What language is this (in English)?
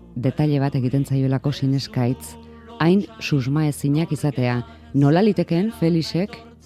Basque